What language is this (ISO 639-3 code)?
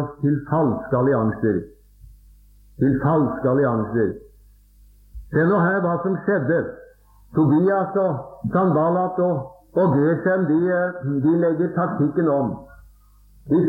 nor